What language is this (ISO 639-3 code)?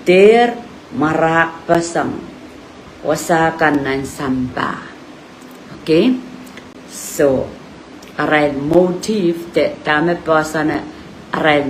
pon